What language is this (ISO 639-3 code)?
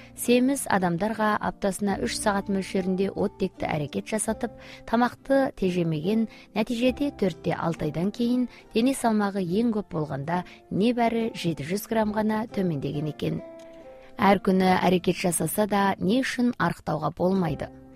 kaz